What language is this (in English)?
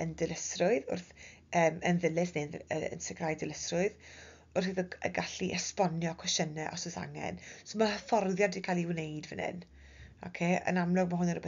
Welsh